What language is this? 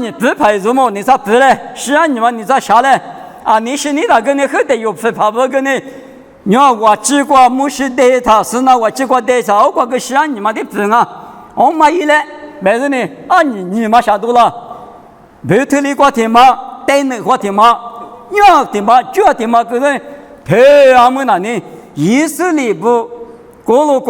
Lisu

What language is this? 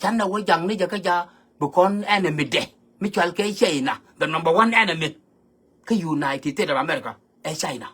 Nuer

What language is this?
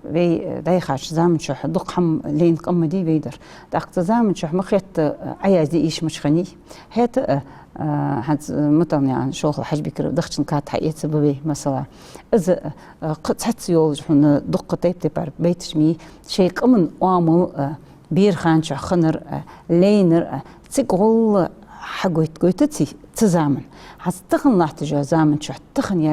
Ingush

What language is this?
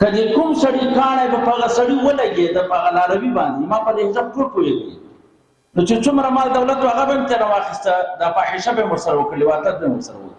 Pashto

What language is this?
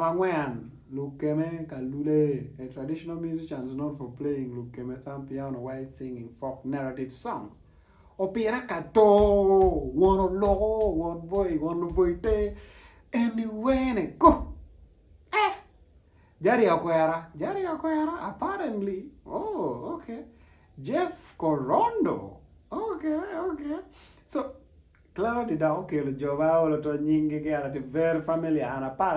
Acoli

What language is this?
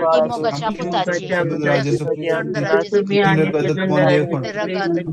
Konkani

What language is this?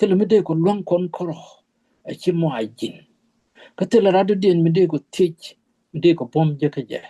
Nuer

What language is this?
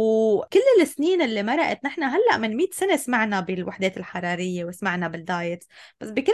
North Levantine Arabic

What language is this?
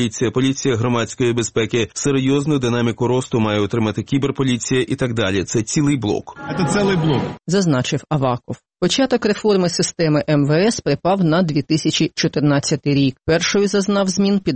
Ukrainian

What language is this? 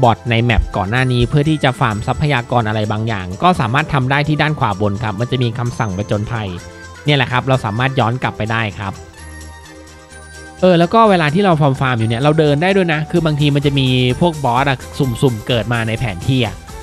Thai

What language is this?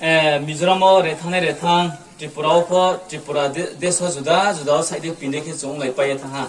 Riang (India)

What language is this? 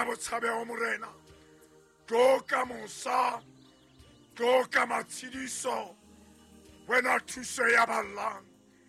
Southern Sotho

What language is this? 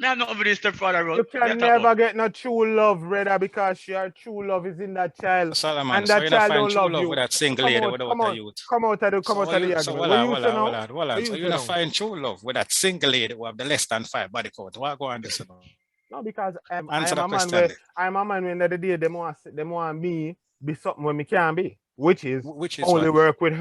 Jamaican Creole English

